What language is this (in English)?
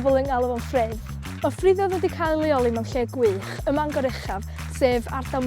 Welsh